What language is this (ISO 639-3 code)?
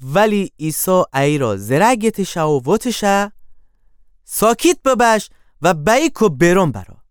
glk